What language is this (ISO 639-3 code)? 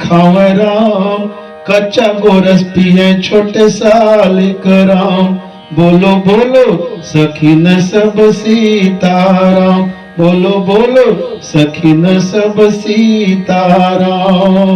hne